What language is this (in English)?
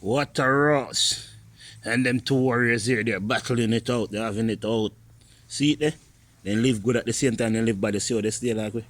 Jamaican Creole English